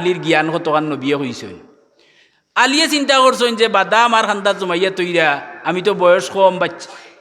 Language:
Sylheti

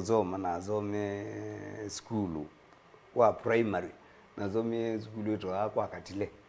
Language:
Kamba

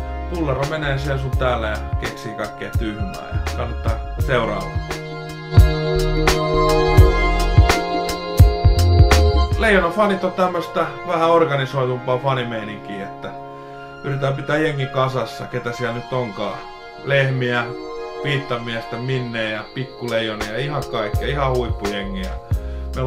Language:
Finnish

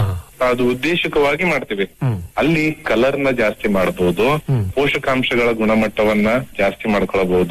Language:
Kannada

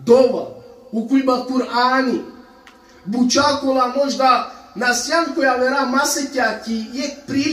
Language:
Balkan Romani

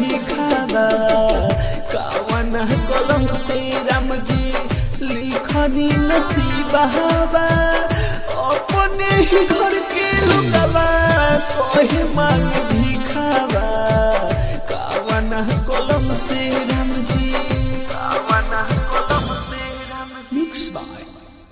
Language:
Bhojpuri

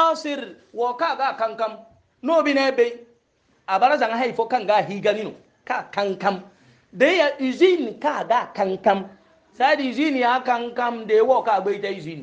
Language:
Hausa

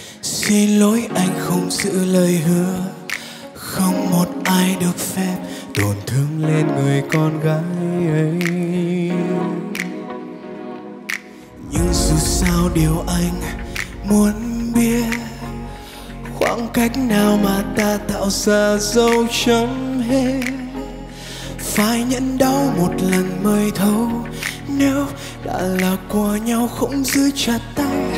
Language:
Vietnamese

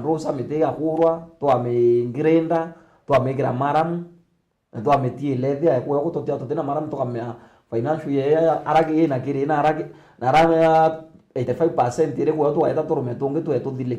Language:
Meru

